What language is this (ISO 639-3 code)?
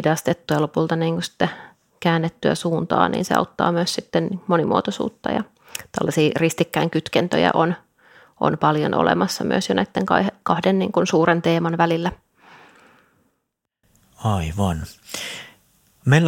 fin